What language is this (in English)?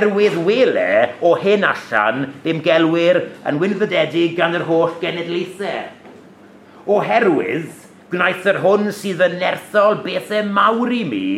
Welsh